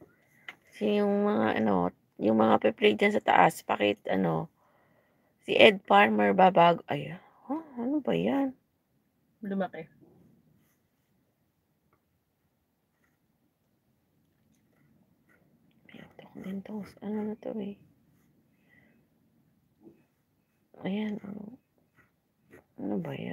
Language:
Filipino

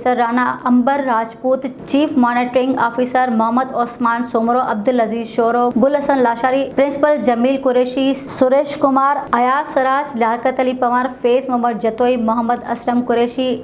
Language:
Sindhi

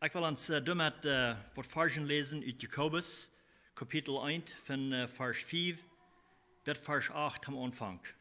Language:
Plautdietsch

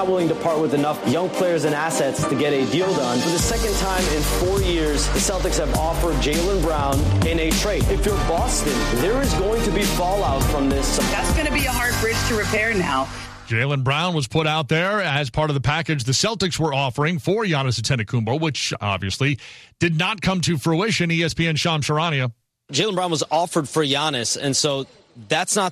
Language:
English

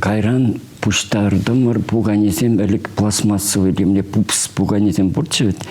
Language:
Chuvash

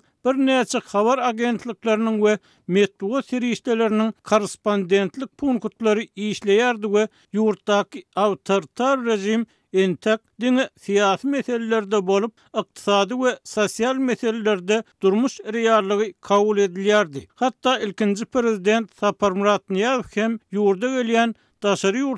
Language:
Turkmen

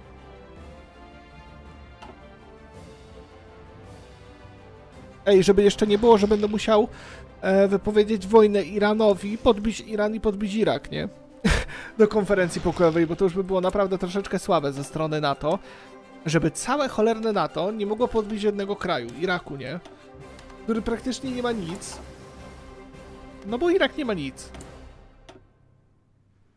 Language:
Polish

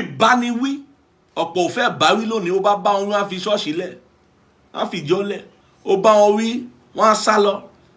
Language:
Yoruba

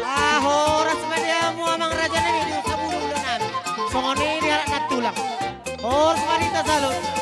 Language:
Batak Toba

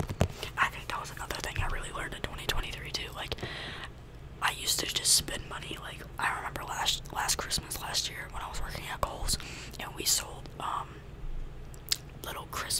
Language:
English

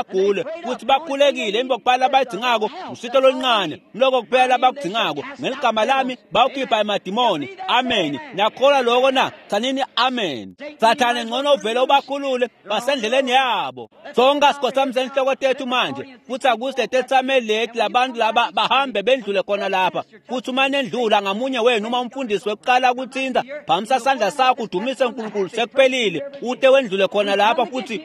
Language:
Swati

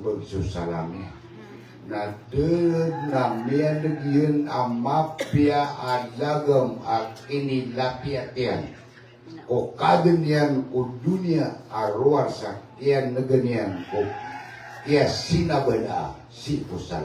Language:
Maranao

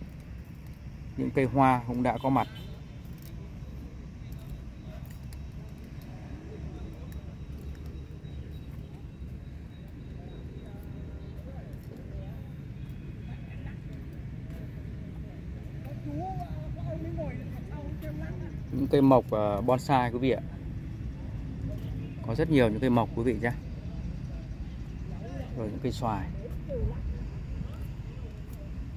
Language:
Vietnamese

